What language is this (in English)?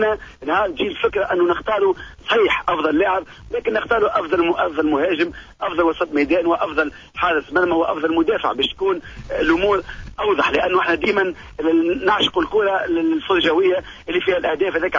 Tunisian Arabic